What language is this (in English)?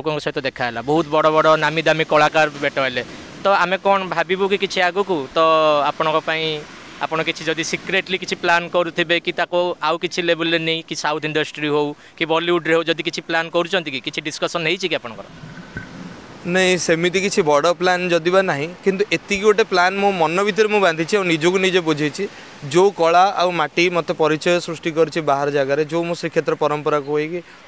Odia